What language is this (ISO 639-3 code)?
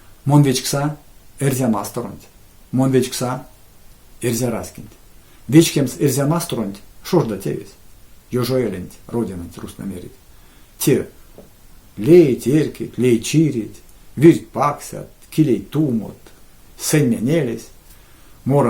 myv